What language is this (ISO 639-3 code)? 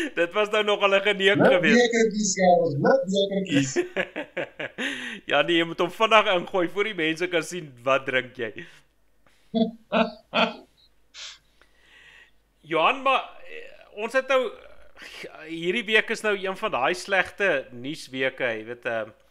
afr